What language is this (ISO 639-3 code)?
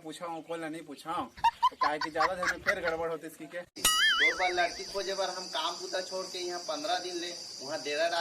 hne